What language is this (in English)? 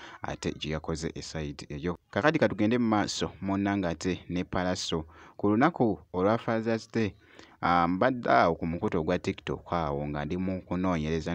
Ganda